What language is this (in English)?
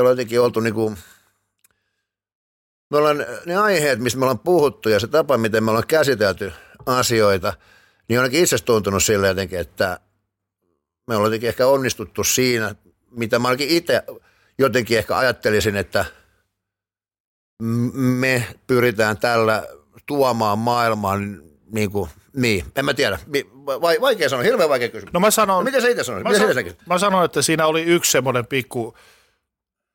Finnish